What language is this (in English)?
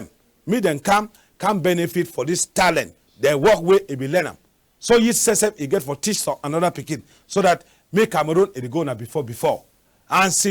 Cameroon Pidgin